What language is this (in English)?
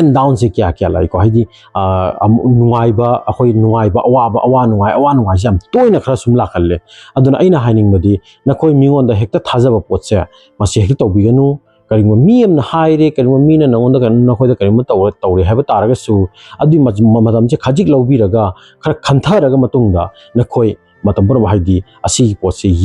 Manipuri